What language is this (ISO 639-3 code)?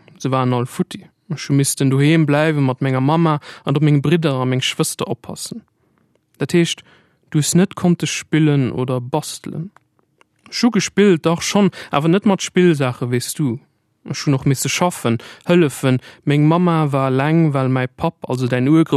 ltz